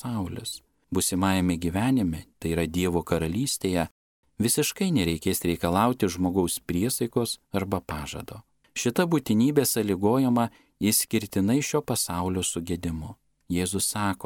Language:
Lithuanian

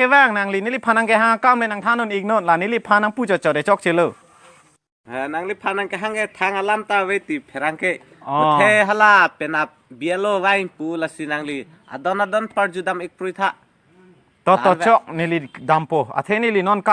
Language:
Karbi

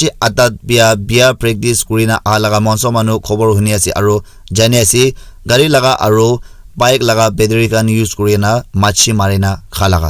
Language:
Naga Pidgin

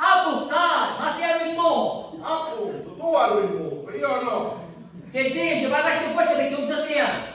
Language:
Sicilian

